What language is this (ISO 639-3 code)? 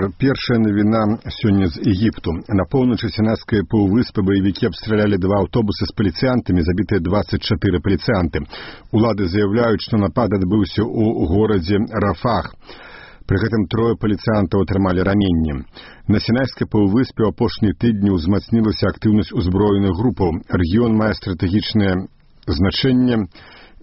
bel